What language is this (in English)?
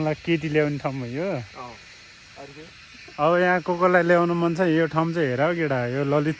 Nepali